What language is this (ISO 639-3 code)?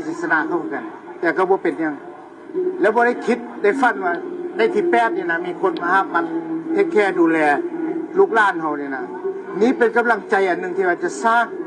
lao